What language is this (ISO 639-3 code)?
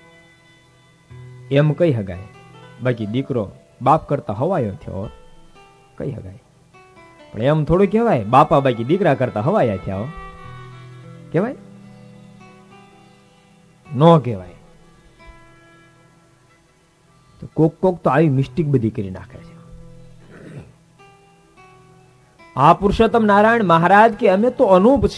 guj